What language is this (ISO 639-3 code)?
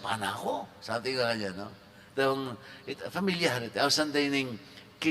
pam